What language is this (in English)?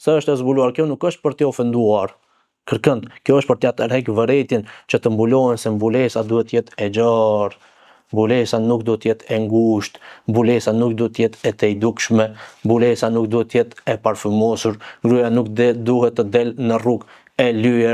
Albanian